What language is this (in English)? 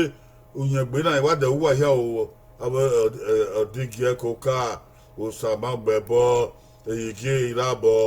Bini